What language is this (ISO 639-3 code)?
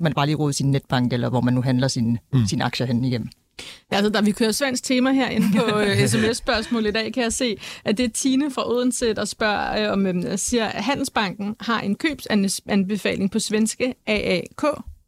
dan